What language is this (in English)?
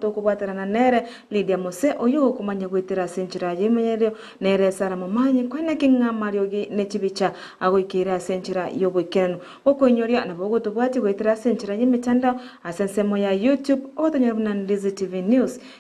Gusii